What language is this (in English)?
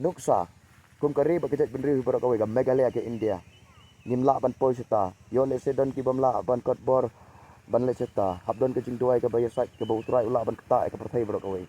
Khasi